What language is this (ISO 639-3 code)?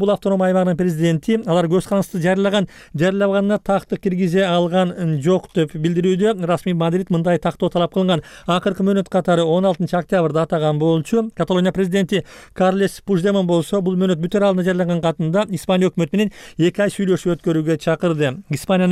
kir